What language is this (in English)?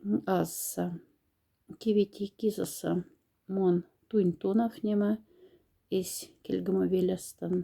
Moksha